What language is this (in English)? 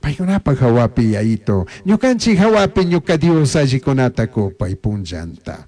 Chimborazo Highland Quichua